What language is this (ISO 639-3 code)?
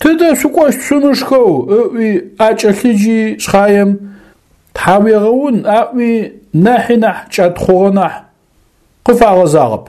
ady